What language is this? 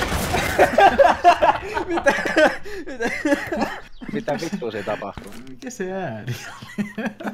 Finnish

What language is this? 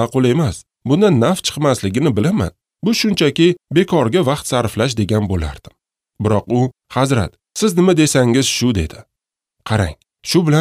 Uzbek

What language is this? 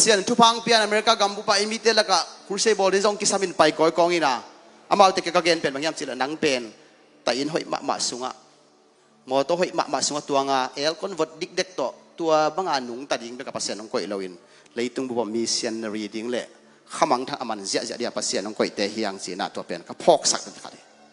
Tedim Chin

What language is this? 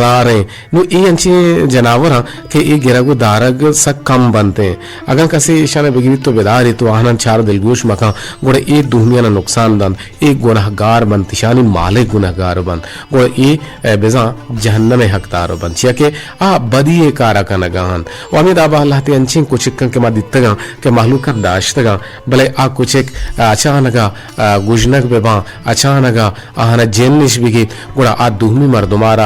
Eastern Balochi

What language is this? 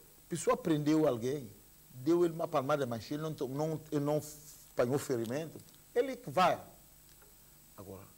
Portuguese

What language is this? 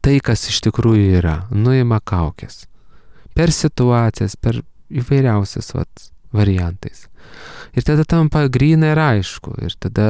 Lithuanian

